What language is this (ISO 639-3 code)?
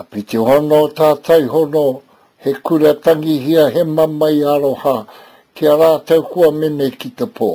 mri